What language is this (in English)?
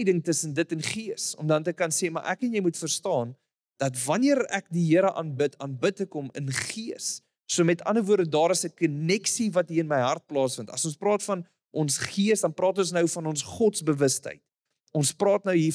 Afrikaans